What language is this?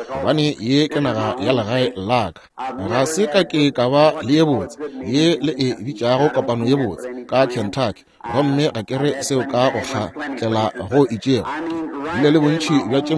Northern Sotho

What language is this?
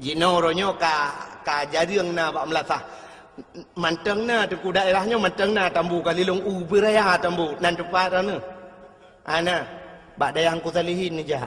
Achinese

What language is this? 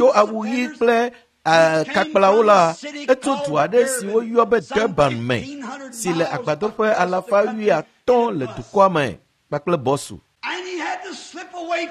Ewe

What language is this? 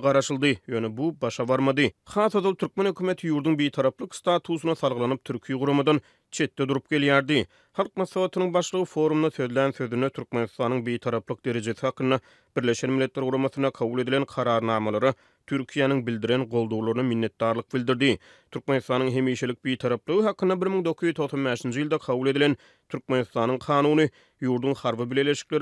Turkmen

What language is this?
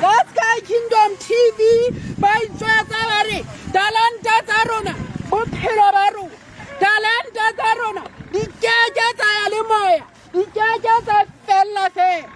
Southern Sotho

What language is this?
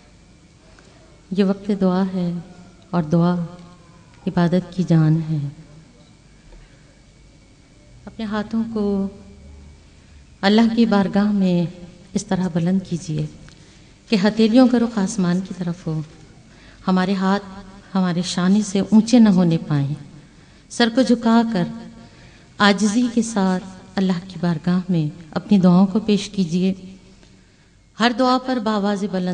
Urdu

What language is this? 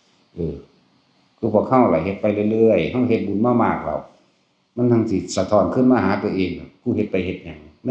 Northeastern Thai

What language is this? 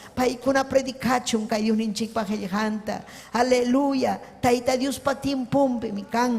Ayacucho Quechua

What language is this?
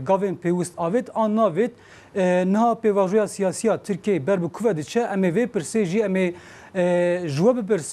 Kurdish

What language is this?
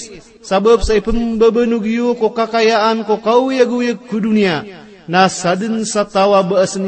Maranao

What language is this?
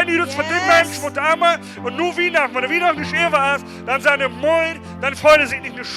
Plautdietsch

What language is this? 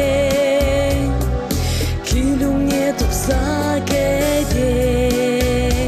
Chuvash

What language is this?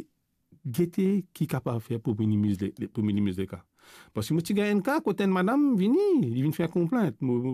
Morisyen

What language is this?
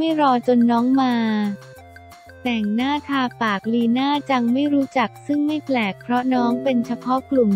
Thai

